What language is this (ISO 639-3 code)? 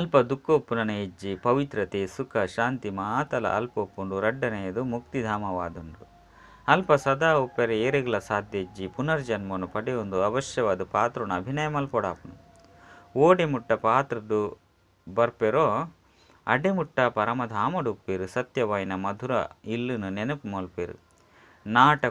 tcy